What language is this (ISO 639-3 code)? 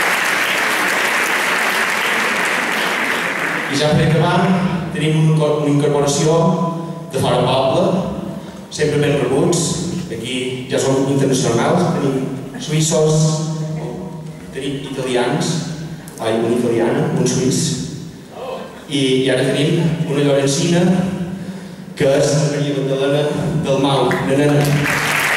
cat